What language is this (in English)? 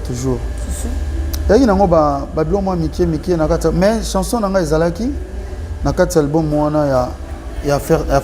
Lingala